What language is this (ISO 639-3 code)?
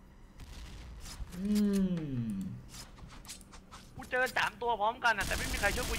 tha